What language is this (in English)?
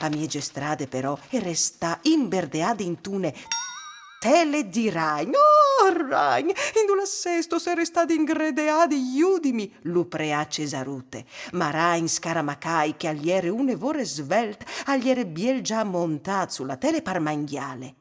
Friulian